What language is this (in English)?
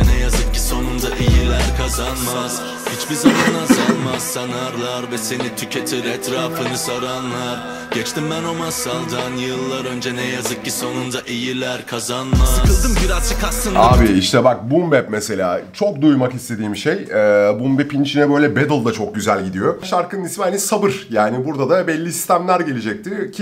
Turkish